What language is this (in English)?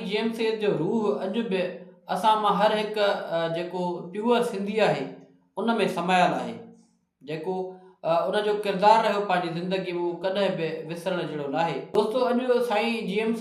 Sindhi